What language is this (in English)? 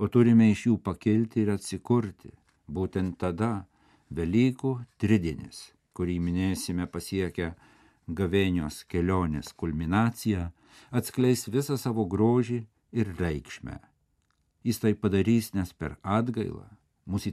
Lithuanian